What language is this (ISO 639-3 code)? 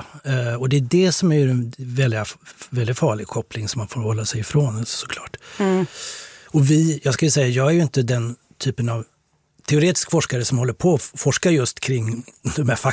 swe